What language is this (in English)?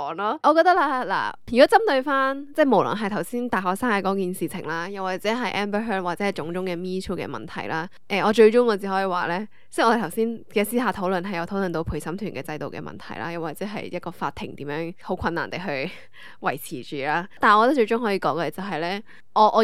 Cantonese